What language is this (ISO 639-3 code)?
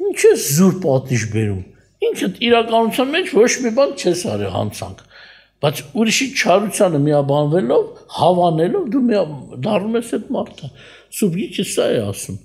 hye